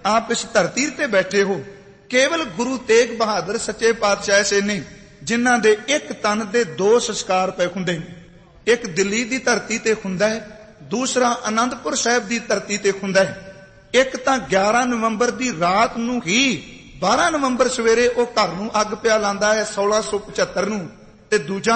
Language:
Punjabi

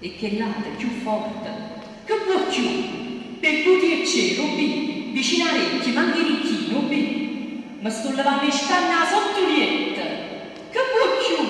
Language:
Neapolitan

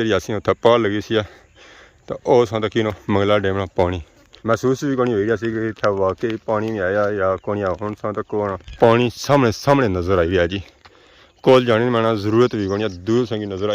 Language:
Pahari-Potwari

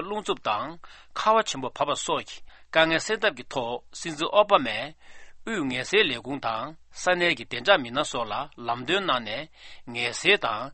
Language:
Tibetan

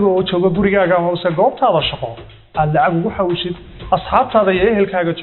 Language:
Somali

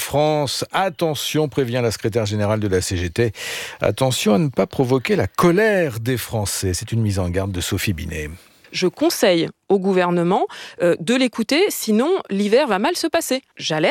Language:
French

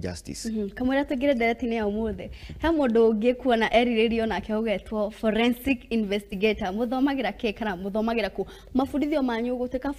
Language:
Kikuyu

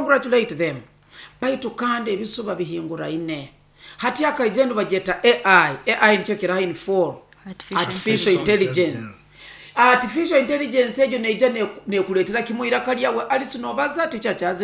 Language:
Nyoro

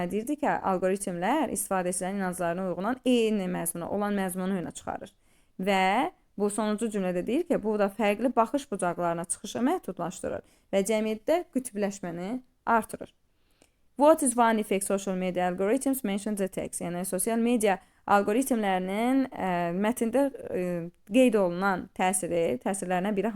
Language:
Azerbaijani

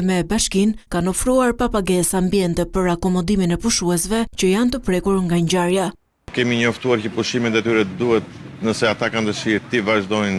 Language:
Albanian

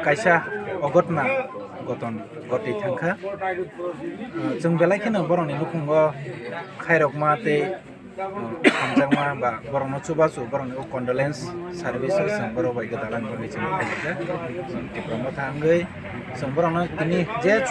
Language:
Kok Borok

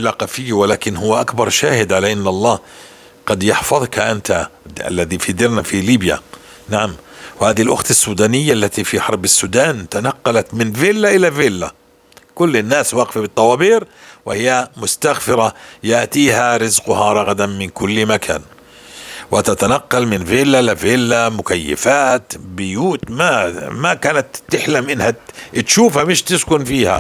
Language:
North Levantine Arabic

